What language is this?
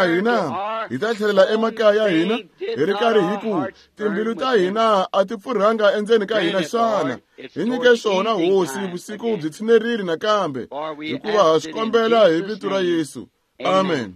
Tsonga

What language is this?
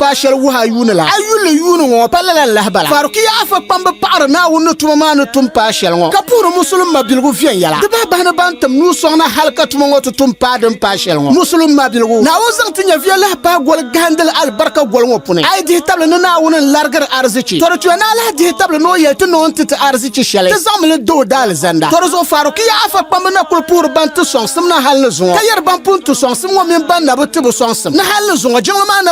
Dagbani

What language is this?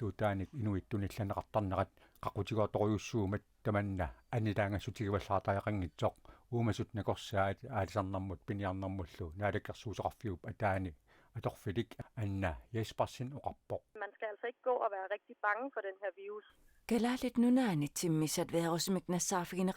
Kalaallisut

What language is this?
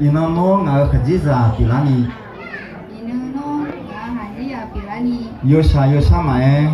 Akha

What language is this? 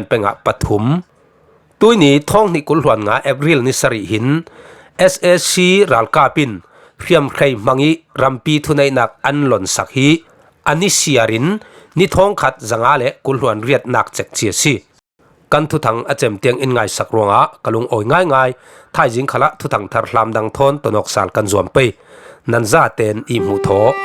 Falam Chin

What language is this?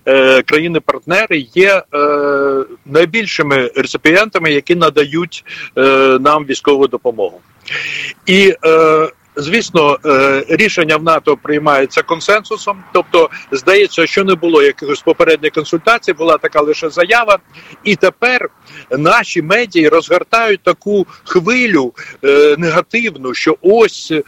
Ukrainian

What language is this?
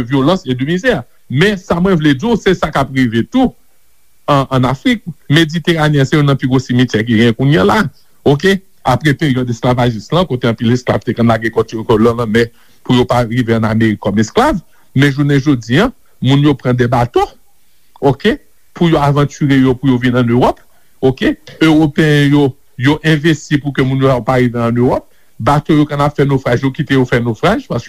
Haitian Creole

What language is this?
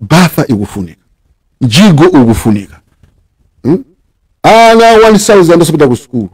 Nyanja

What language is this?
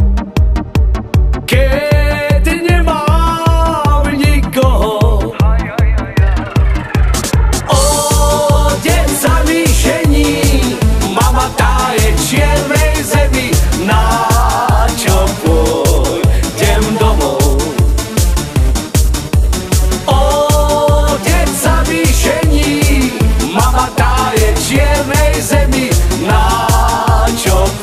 Slovak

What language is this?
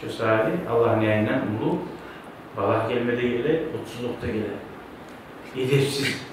Kumyk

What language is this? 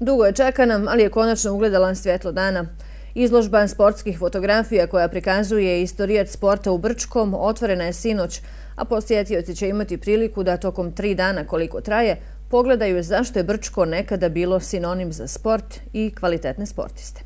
Bosnian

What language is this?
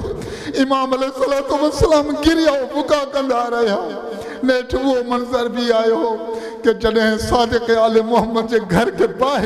Sindhi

